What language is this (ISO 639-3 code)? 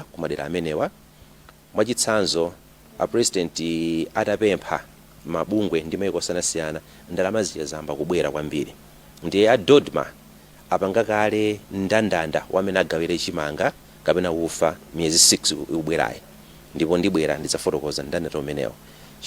nya